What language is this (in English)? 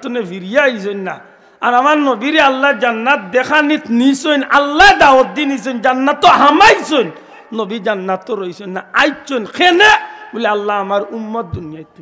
Sylheti